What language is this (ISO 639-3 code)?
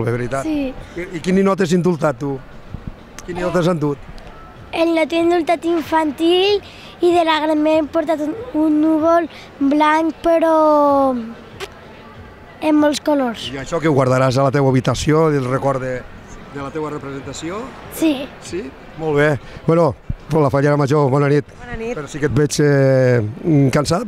cat